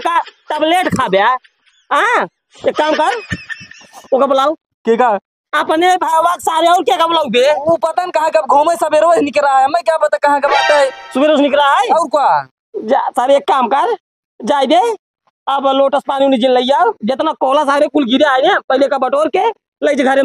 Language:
Awadhi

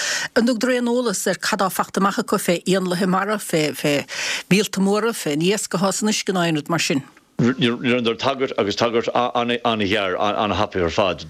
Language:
Irish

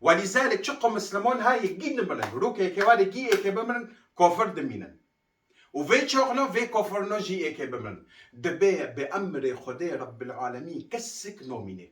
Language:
Kurdish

